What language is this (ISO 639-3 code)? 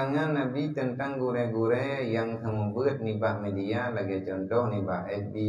ace